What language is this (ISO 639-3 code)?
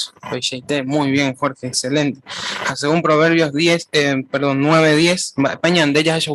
grn